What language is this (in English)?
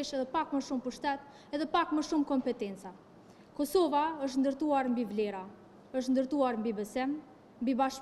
Albanian